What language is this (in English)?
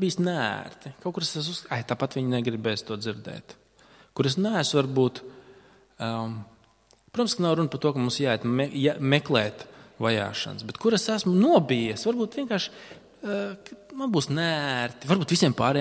Latvian